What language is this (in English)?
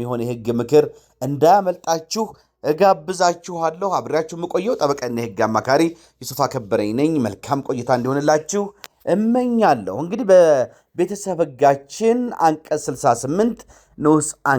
Amharic